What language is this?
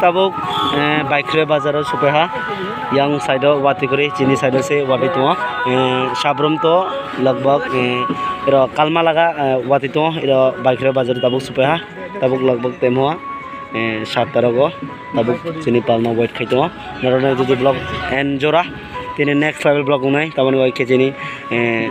Kok Borok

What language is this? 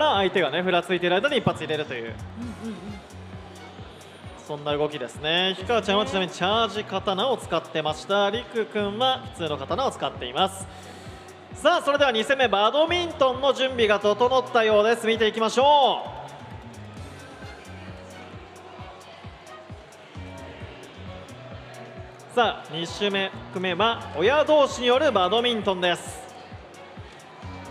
Japanese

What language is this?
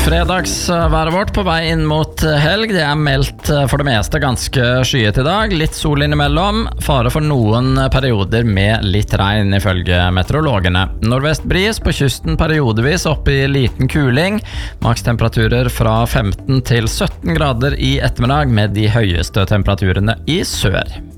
Norwegian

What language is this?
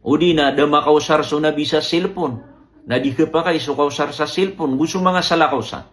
Maranao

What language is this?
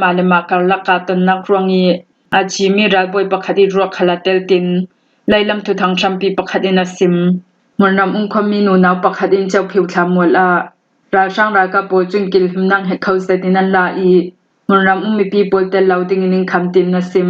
Hakha Chin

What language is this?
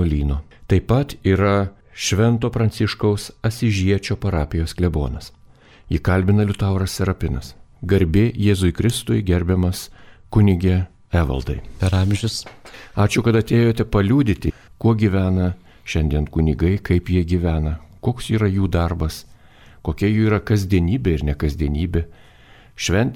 Lithuanian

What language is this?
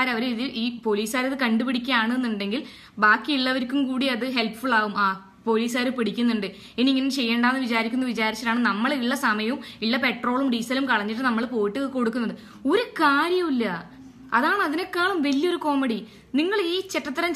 Malayalam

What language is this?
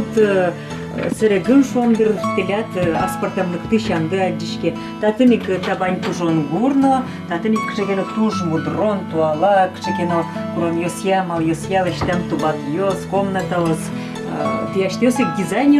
Udmurt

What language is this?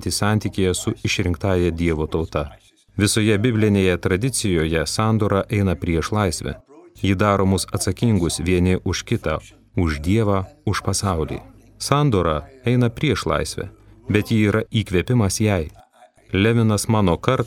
Lithuanian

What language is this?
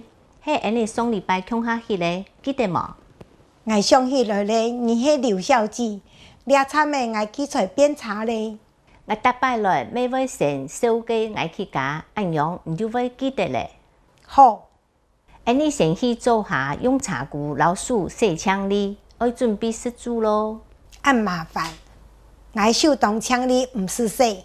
Hakka Chinese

